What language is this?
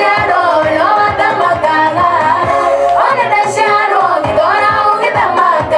Kikuyu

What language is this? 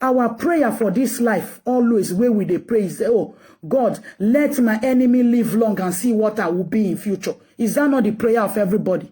Nigerian Pidgin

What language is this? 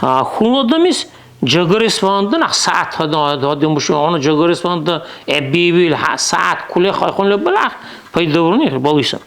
Dargwa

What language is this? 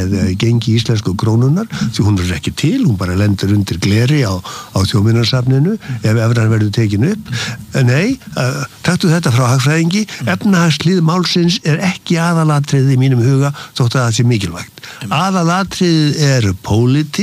Icelandic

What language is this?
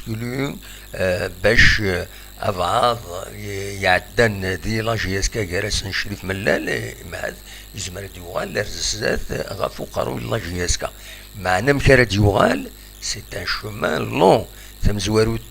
Kabyle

